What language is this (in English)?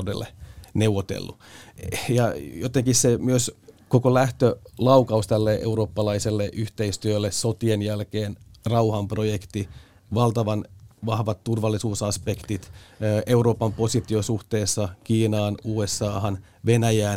Finnish